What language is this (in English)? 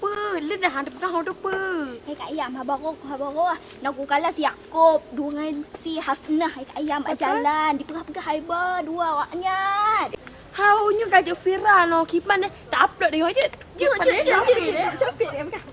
Achinese